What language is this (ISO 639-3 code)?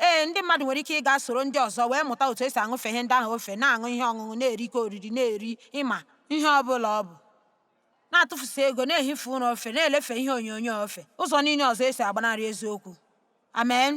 ibo